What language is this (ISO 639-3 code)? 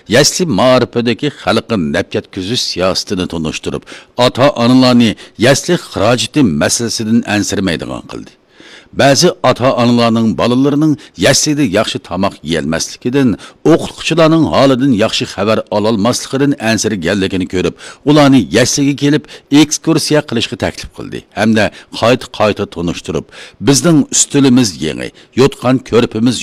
uig